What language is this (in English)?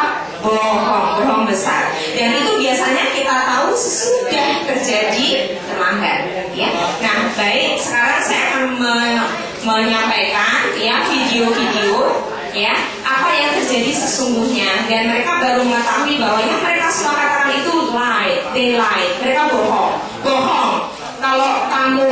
Indonesian